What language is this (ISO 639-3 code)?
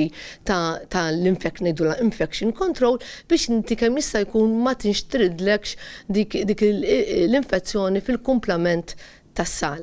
mlt